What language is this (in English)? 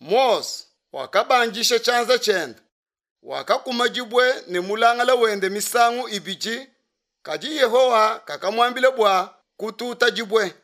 Luba-Lulua